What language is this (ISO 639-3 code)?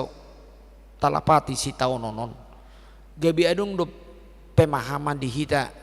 bbc